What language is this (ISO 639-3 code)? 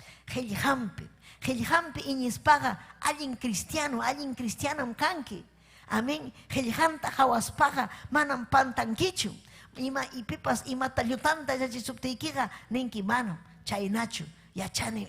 quy